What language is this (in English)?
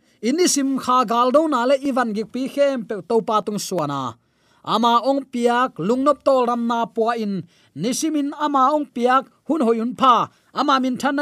Tedim Chin